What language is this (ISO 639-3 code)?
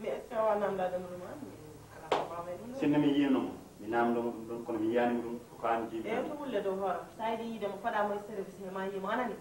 ful